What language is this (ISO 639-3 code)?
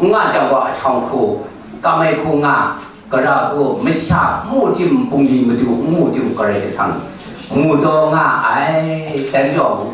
kac